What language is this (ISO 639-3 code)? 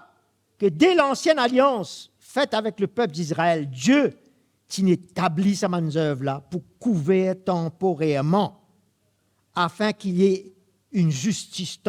mfe